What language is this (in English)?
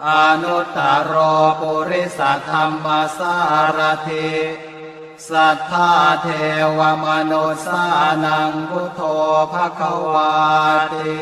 Pali